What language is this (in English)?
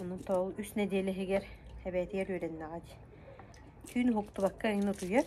Yakut